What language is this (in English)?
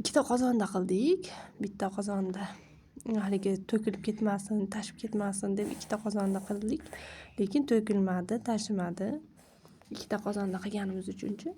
Uzbek